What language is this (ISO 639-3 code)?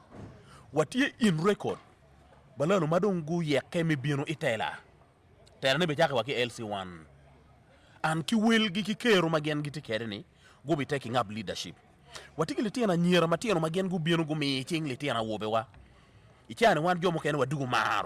ach